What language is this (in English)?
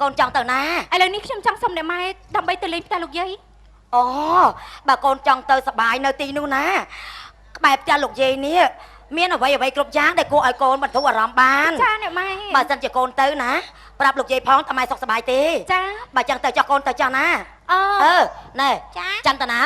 Khmer